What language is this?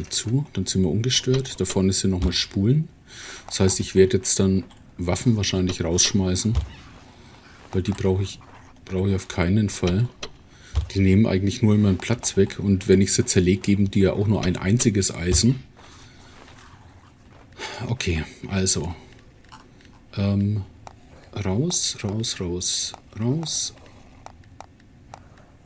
German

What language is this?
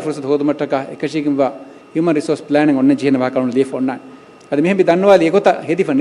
Divehi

